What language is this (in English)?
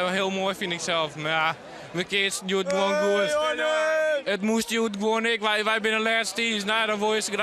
Western Frisian